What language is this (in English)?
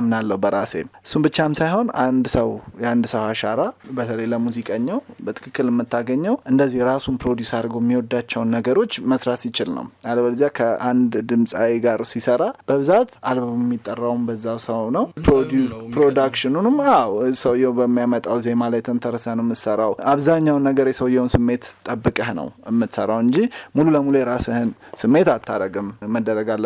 Amharic